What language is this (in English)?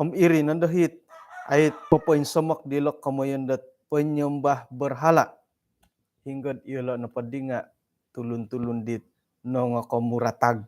Central Dusun